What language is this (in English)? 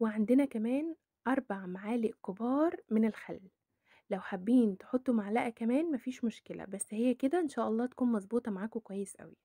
Egyptian Arabic